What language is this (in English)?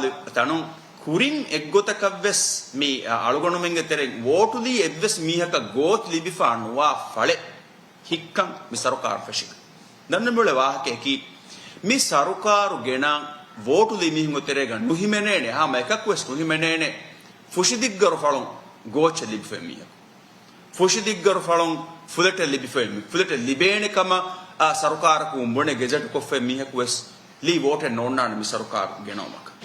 Divehi